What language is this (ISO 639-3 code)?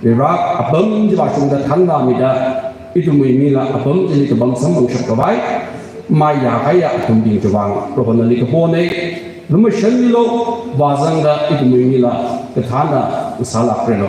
nmf